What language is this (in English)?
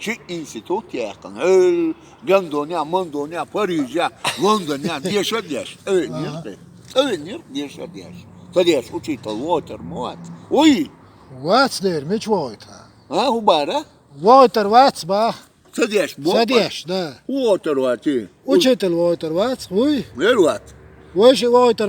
Chechen